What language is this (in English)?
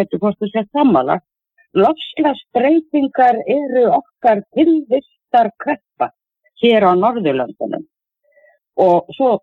Icelandic